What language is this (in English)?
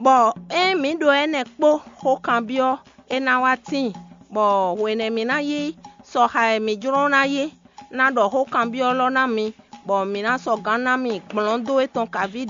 Fon